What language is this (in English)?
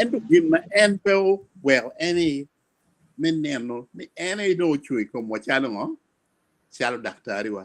Acoli